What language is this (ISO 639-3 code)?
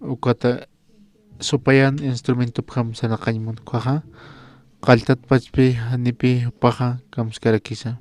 aym